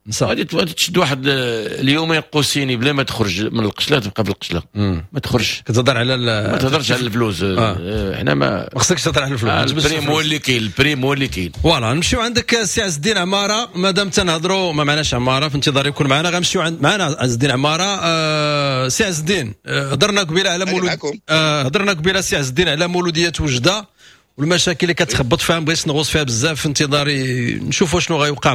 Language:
Moroccan Arabic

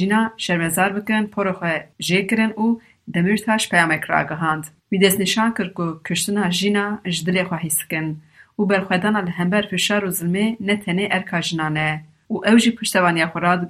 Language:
Kurdish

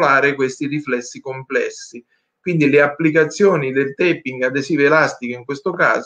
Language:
Italian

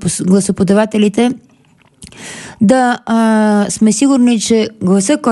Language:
Bulgarian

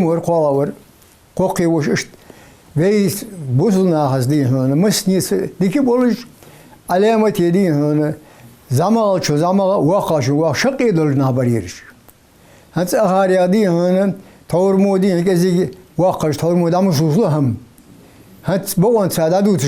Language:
Ingush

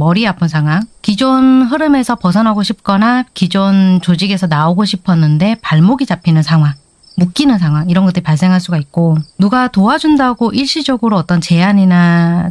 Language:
Korean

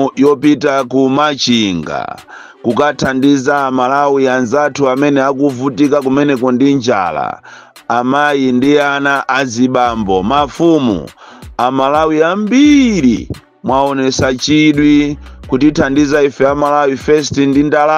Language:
Nyanja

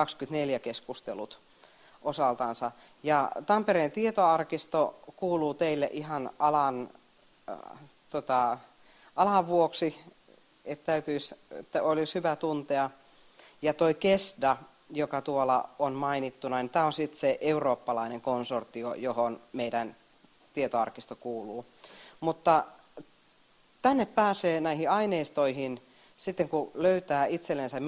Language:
Finnish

